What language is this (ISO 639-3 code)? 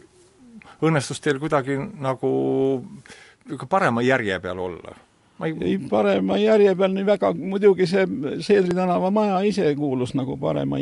est